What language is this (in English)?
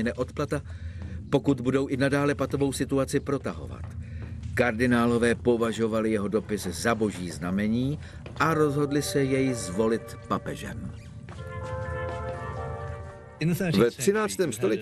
Czech